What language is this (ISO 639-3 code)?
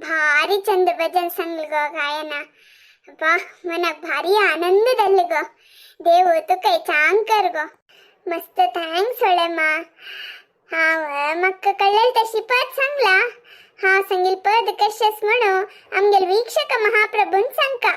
kok